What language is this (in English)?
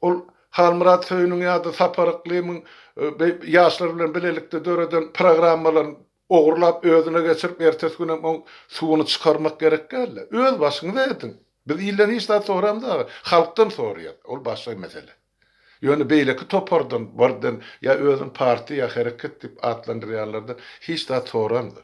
Turkmen